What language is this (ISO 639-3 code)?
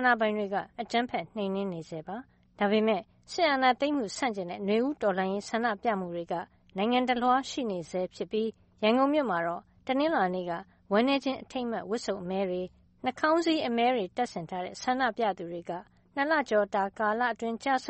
mya